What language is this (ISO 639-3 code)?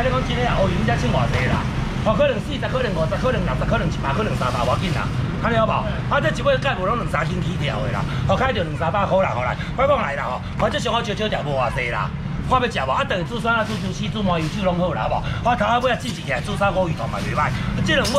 nan